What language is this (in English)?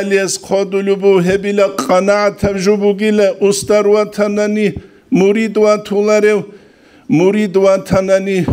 Avaric